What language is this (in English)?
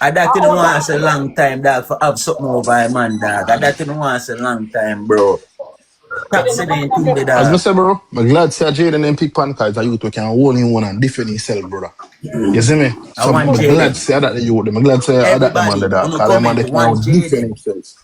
Jamaican Creole English